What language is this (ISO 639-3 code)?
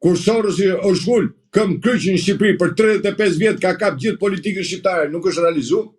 sqi